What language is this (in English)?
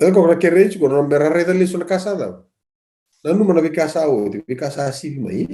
Fijian